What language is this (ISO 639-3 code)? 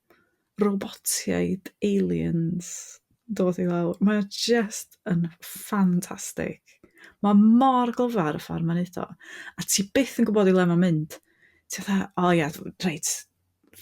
cym